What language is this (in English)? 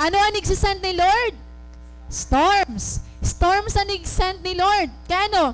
Waray